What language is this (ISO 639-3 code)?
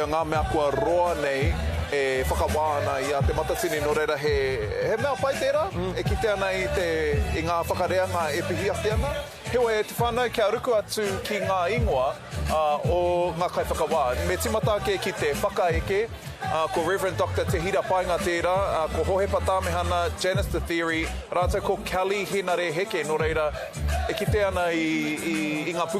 mri